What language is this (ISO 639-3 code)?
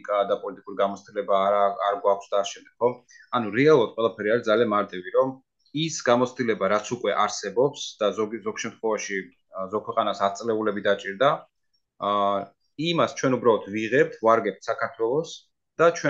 kat